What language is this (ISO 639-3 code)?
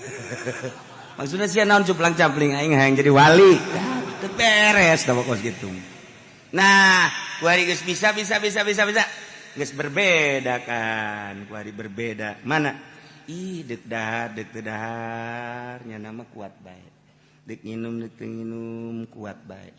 sun